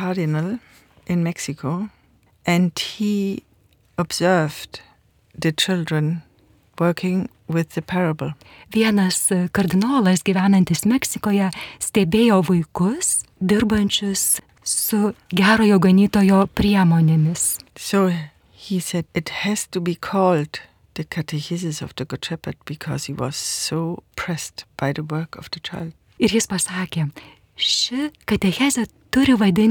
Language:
Lithuanian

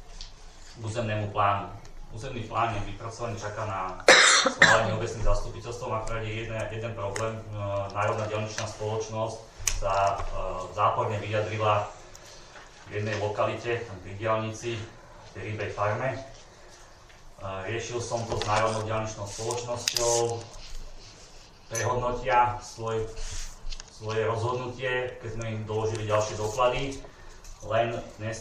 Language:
Slovak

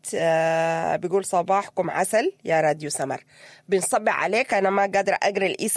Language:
Sudanese Arabic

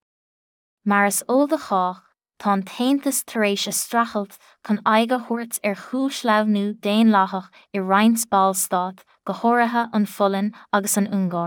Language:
Irish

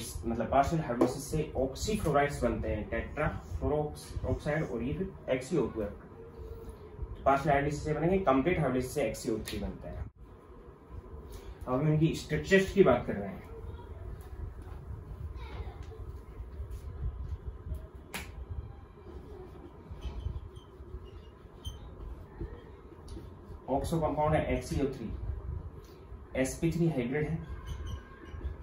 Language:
Hindi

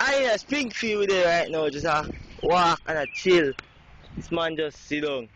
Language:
Jamaican Creole English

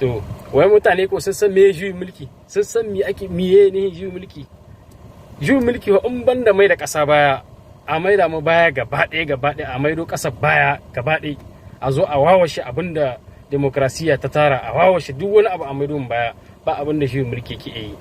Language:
Hausa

